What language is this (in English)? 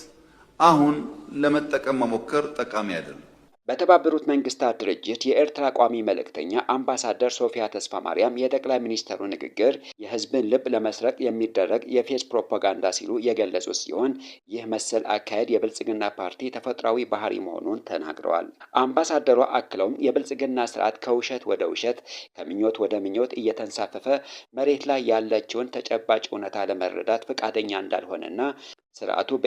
Amharic